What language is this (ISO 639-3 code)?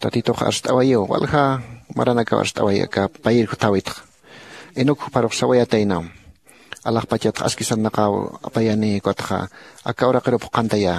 aym